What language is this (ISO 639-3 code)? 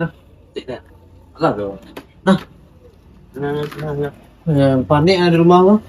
min